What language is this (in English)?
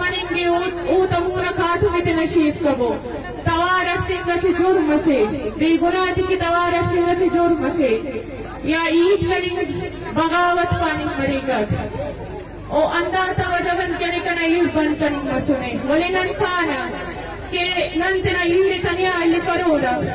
Eastern Balochi